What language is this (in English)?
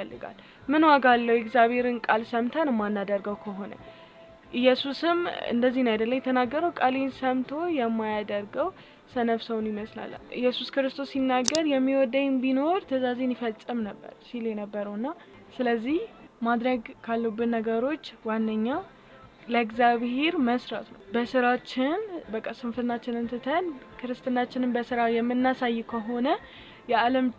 Amharic